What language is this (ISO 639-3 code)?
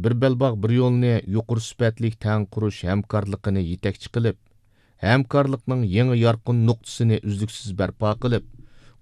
uig